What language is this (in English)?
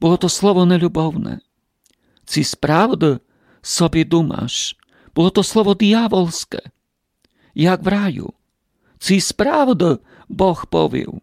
Rusyn